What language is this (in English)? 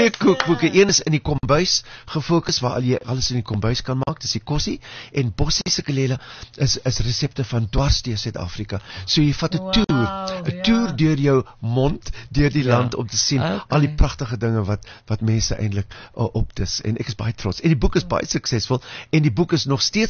Afrikaans